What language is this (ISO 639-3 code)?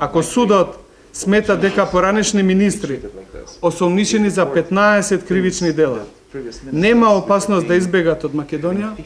mkd